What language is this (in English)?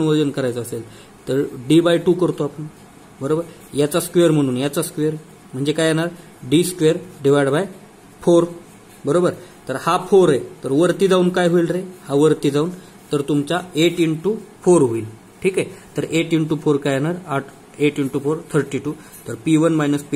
Marathi